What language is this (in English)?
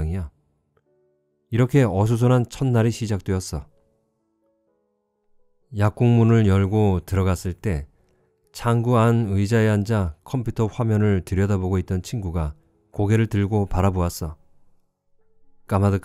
Korean